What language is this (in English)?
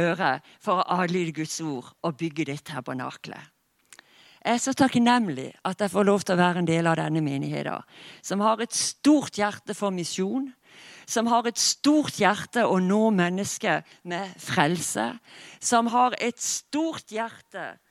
Norwegian